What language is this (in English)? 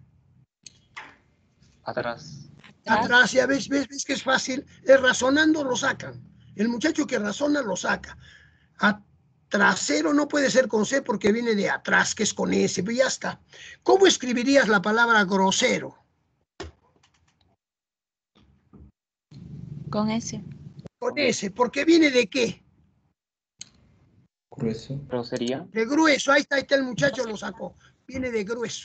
Spanish